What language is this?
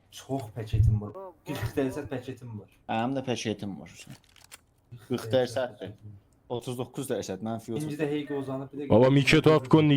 South Azerbaijani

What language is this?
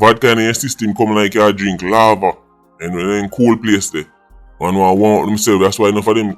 Jamaican Creole English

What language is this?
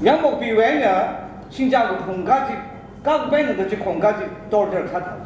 Tangkhul Naga (India)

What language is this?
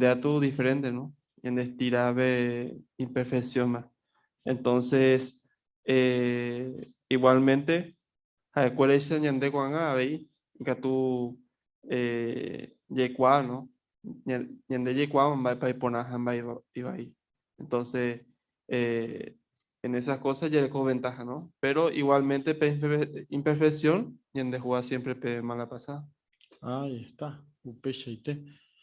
Guarani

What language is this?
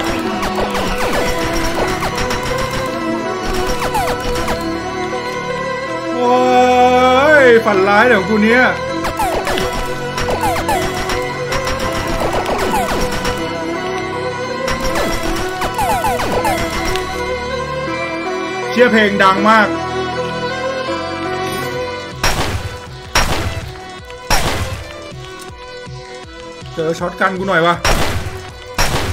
Thai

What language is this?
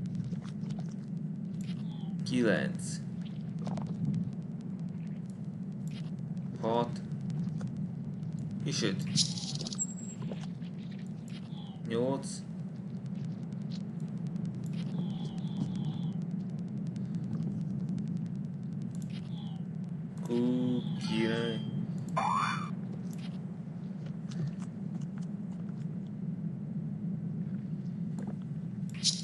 Hungarian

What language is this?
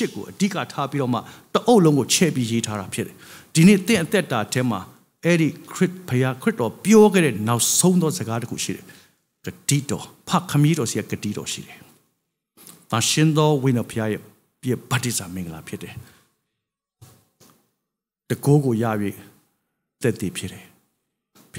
Burmese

